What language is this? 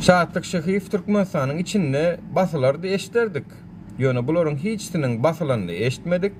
Turkmen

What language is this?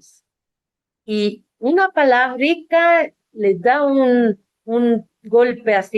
Ladino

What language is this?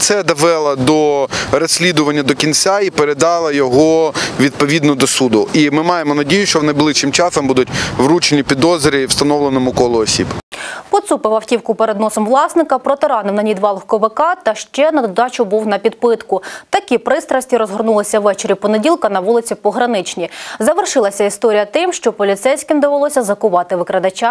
Ukrainian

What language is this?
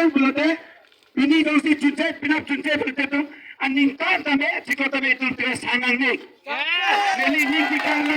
Karbi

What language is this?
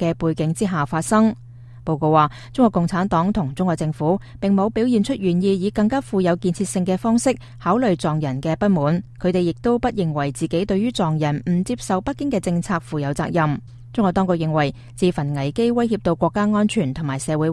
Cantonese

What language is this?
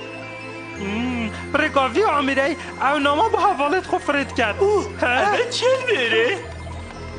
Kurdish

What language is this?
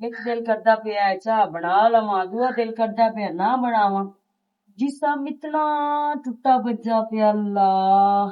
Western Panjabi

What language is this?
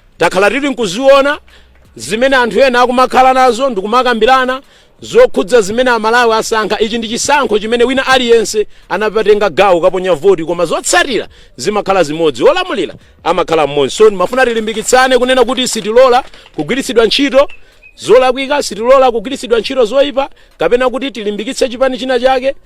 Nyanja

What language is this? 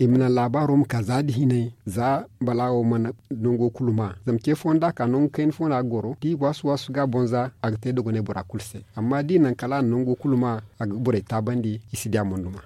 Zarma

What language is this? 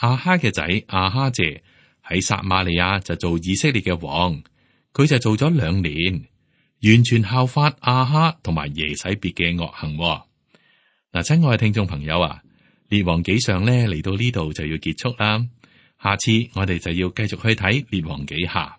Cantonese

